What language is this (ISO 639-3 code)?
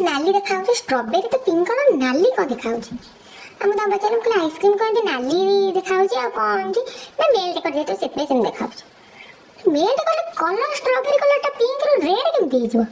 ori